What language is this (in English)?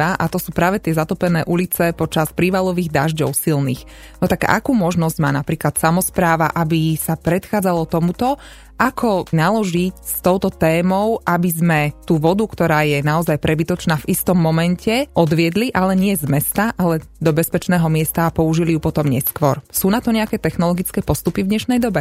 Slovak